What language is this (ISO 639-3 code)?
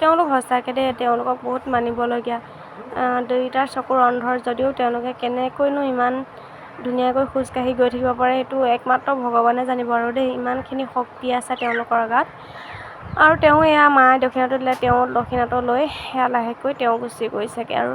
asm